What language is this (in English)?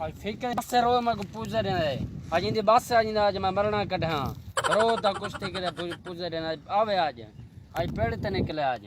Saraiki